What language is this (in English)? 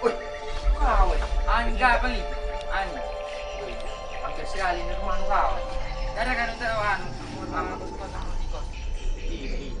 Makassar Malay